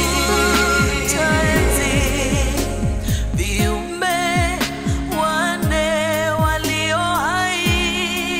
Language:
Swahili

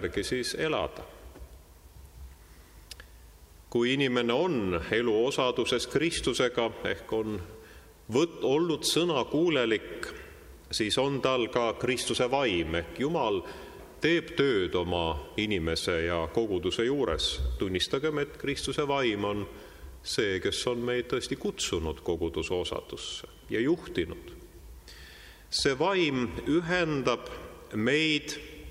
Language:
Estonian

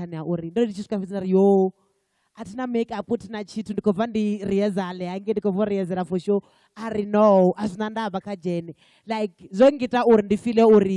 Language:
Venda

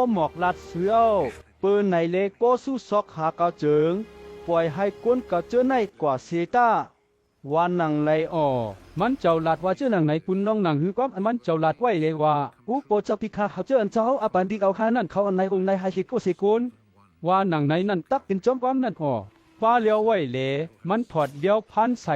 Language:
Shan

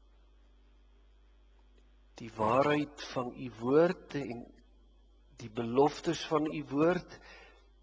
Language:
Afrikaans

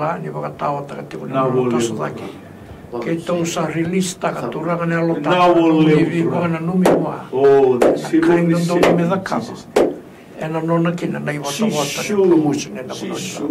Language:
Fijian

